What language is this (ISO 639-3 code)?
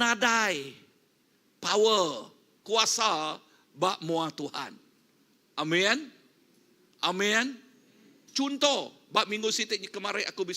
iba